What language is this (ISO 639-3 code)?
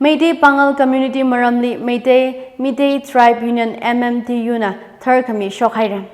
nmf